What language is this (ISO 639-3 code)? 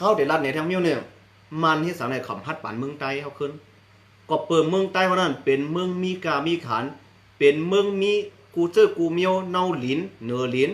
shn